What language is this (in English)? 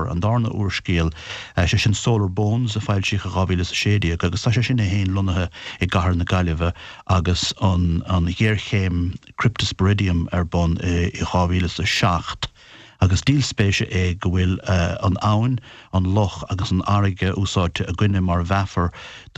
Irish